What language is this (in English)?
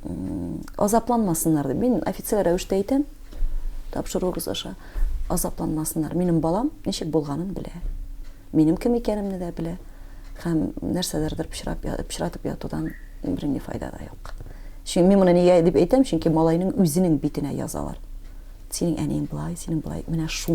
Tatar